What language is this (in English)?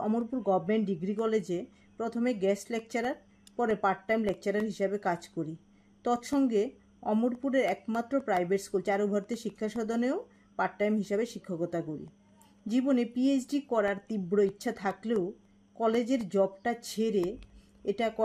Bangla